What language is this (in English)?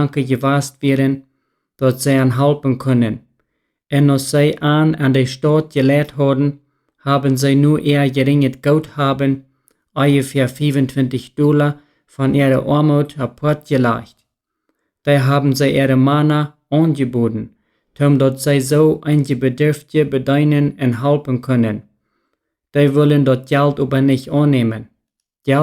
Plautdietsch